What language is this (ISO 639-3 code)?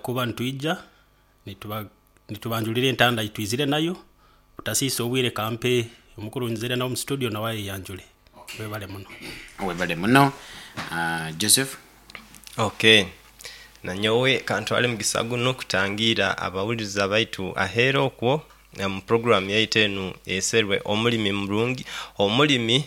nyo